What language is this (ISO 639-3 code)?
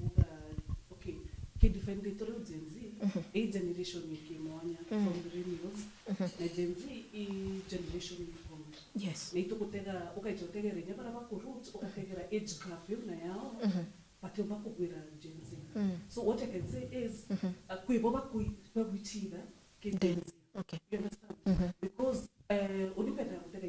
mer